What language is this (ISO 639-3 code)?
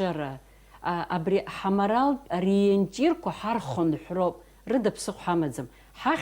abk